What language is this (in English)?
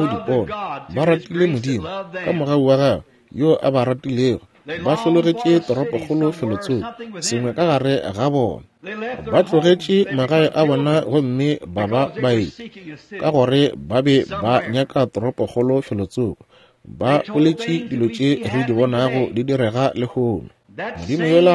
Northern Sotho